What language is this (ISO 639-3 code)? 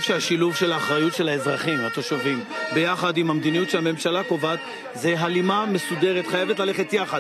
heb